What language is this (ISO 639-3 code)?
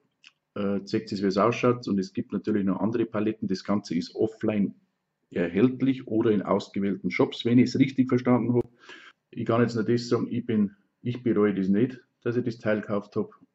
bar